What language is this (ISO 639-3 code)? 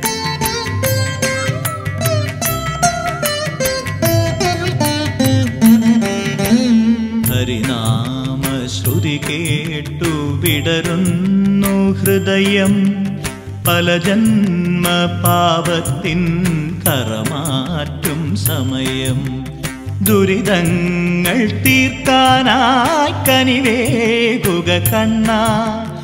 mal